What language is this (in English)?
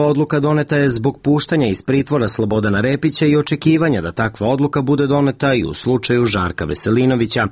Serbian